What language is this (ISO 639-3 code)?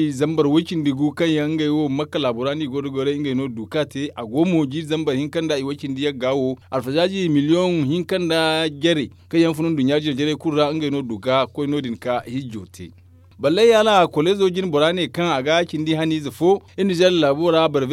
dje